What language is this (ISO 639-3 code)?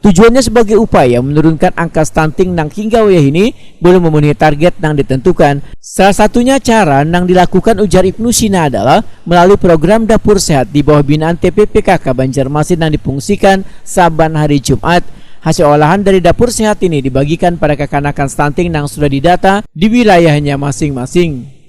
bjn